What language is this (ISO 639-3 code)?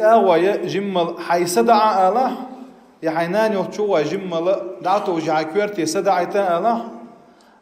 che